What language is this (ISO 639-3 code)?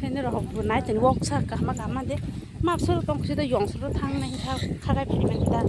trp